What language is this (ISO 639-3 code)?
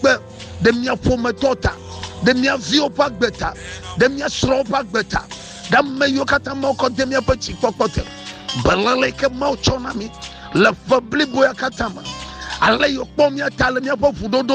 ewe